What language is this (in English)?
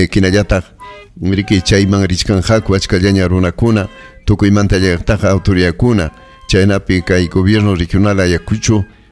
Ayacucho Quechua